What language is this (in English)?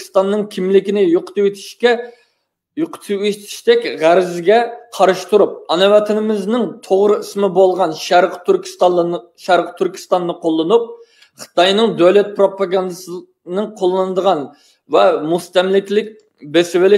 Uyghur